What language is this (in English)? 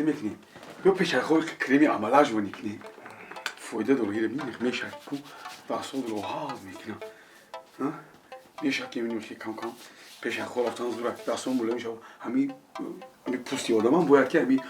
Tajik